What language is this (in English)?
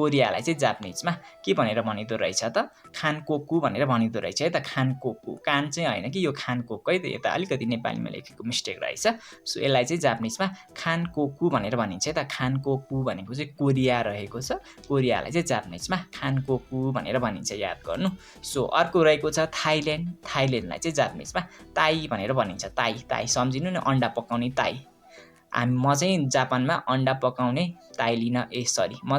Nepali